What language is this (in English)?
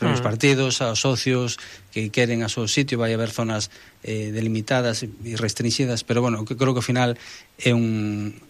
Galician